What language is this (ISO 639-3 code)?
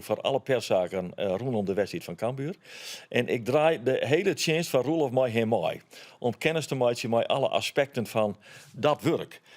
fry